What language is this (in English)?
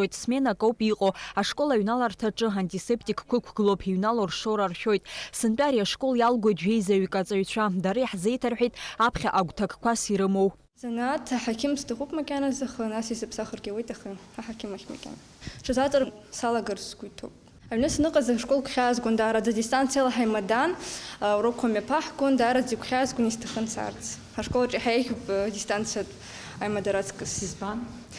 Abkhazian